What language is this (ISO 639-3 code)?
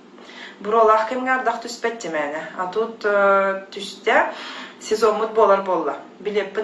sah